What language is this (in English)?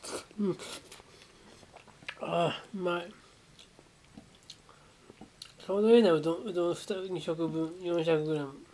Japanese